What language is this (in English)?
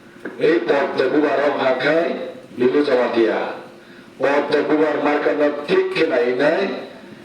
Kok Borok